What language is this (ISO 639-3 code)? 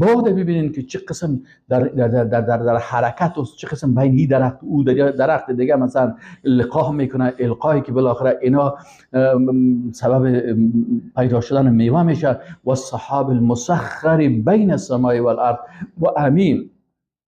fas